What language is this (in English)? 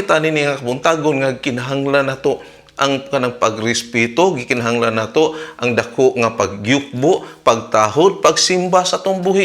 Cebuano